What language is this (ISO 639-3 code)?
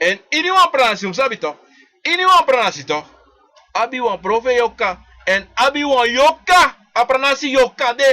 srn